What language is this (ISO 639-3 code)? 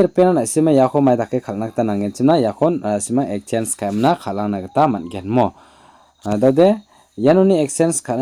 grt